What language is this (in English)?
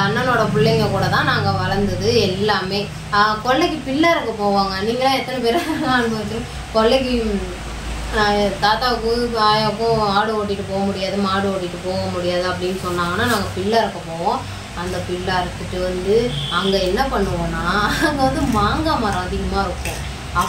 Tamil